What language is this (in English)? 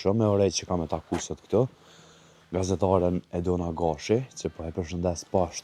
Albanian